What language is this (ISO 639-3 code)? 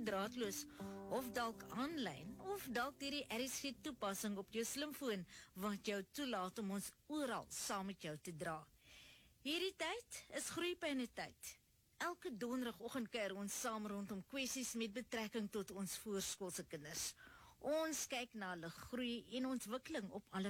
afr